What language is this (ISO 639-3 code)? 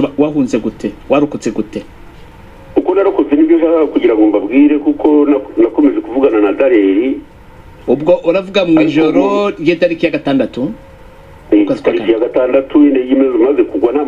kin